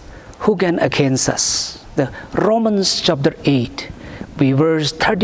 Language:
Tangkhul Naga (India)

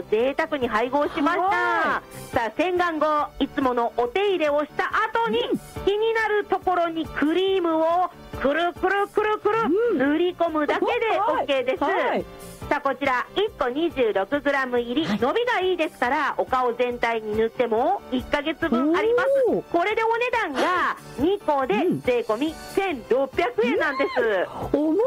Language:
Japanese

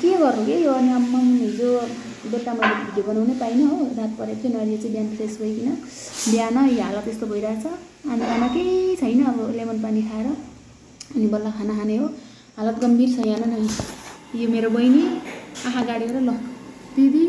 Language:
Nepali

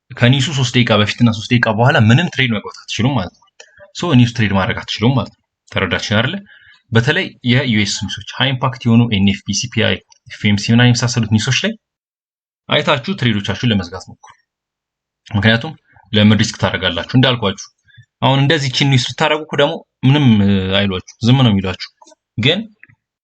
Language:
Amharic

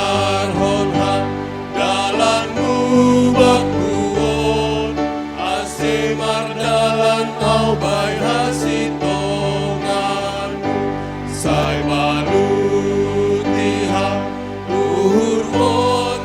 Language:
Batak Simalungun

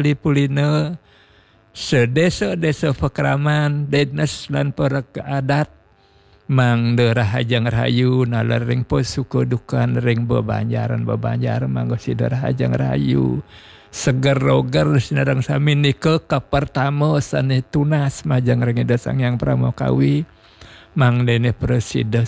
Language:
Balinese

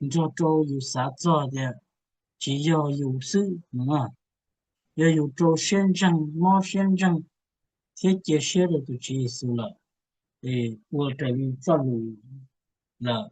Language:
Hmong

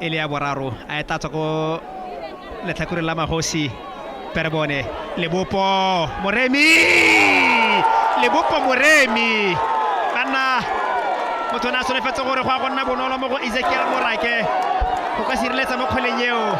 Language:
Tswana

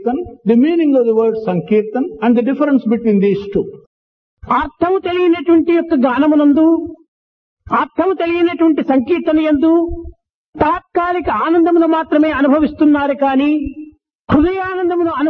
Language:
Telugu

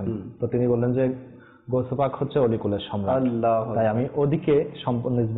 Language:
Bangla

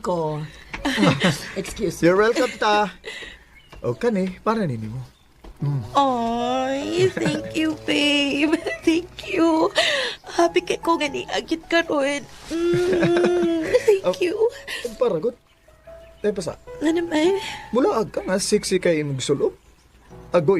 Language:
Cebuano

